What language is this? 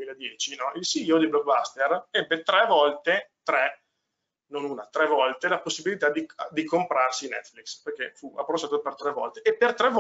Italian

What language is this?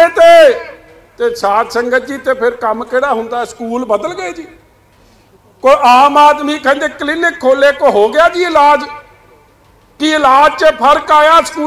Punjabi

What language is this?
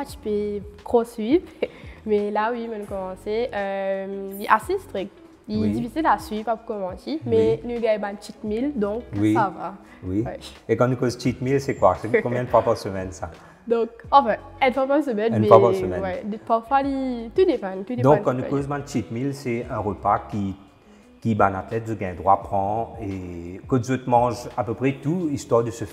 Morisyen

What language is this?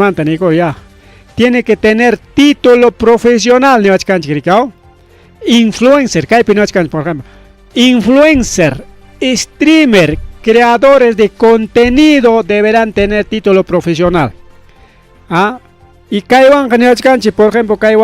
Ayacucho Quechua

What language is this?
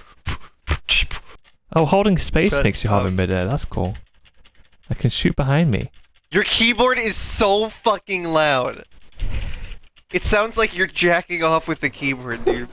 English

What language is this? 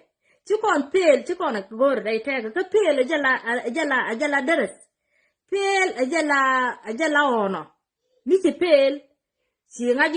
Nuer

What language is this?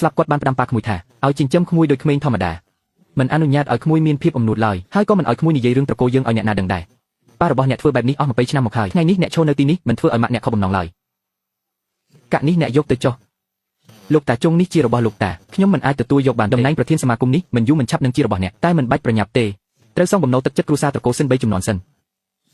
Khmer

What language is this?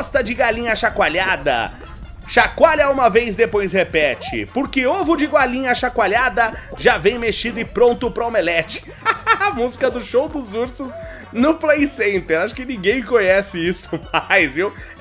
Portuguese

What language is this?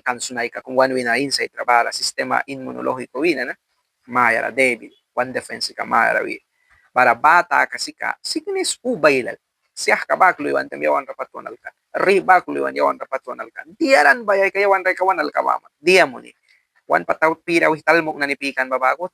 Mískito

